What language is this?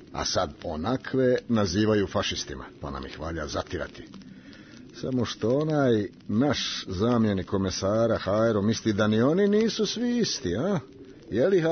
Serbian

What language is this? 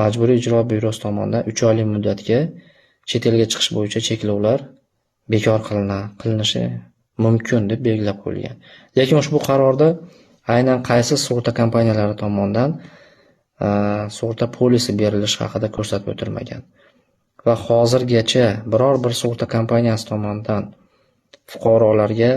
Uzbek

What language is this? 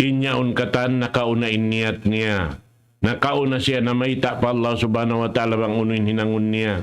Tausug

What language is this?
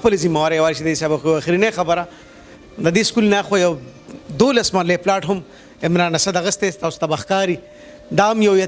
Pashto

